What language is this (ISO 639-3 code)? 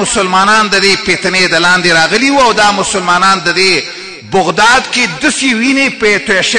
pus